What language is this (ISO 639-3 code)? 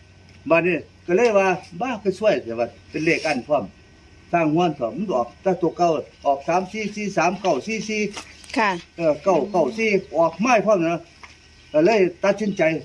tts